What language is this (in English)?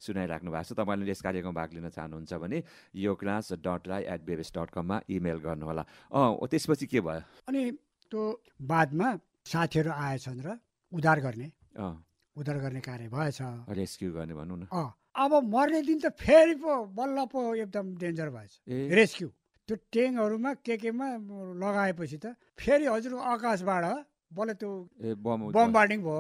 Nepali